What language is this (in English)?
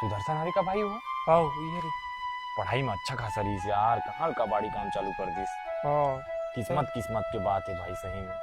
Chhattisgarhi